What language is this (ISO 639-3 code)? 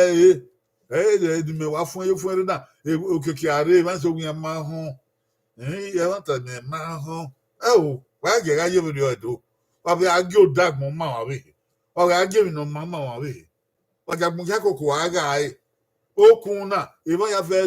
bin